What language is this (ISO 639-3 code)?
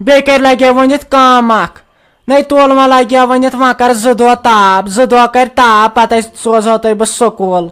kas